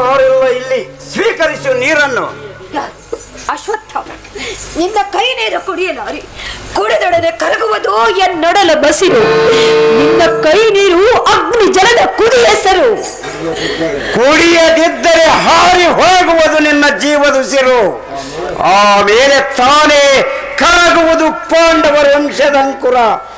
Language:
Kannada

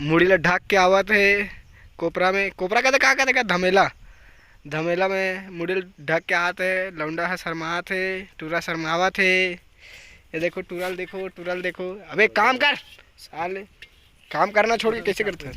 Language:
Chhattisgarhi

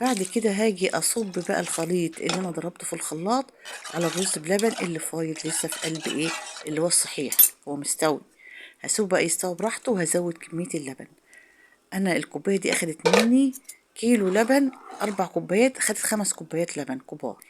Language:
Egyptian Arabic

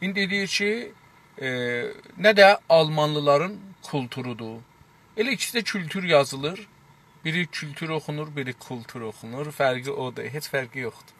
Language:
South Azerbaijani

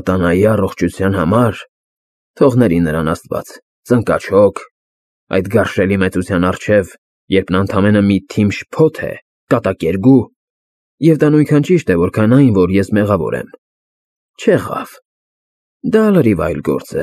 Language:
Armenian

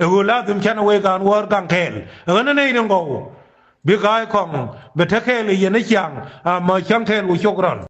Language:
Nuer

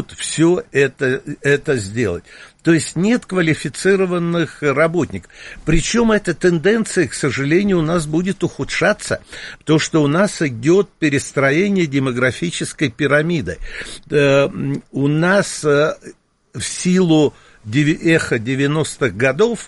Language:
Russian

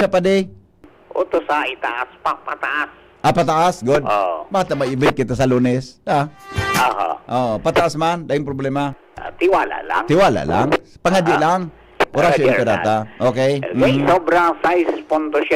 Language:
Bikol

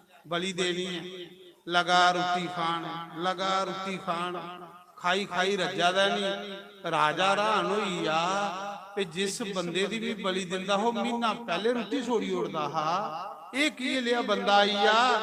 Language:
Dogri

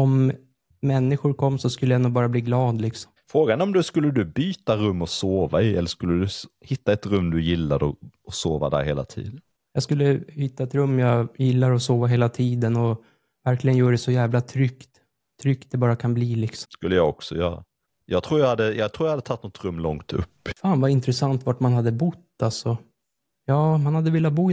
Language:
Swedish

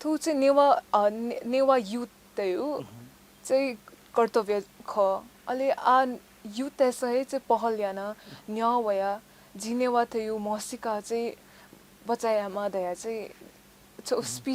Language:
Newari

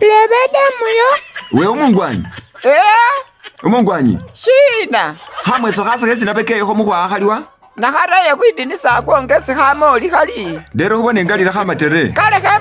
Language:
Masaaba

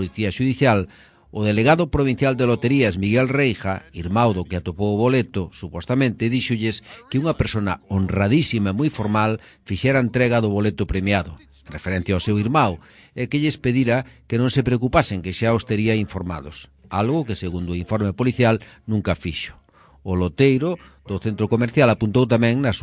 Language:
Galician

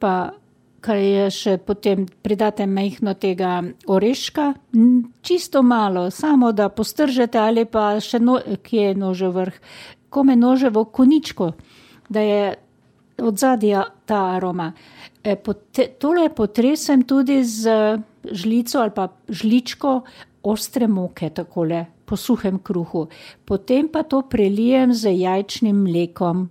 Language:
Slovenian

